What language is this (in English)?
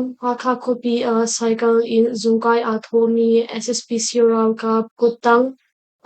Hakha Chin